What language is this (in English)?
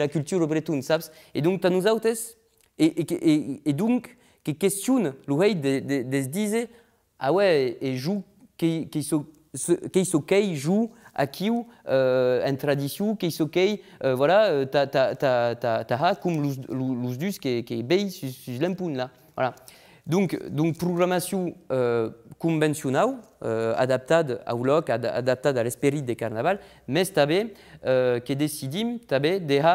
Occitan